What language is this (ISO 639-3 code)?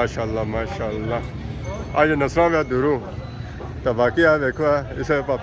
phr